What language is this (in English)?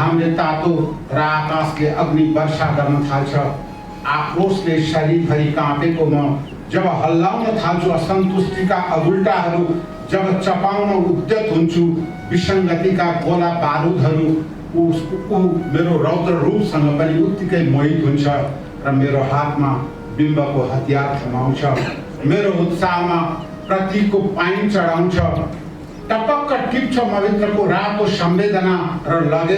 Nepali